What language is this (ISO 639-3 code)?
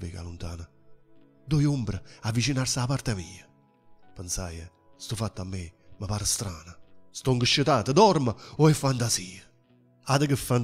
nap